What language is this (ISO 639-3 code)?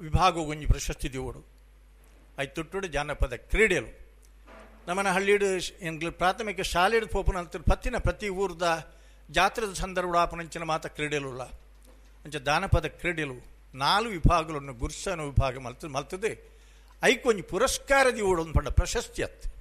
tcy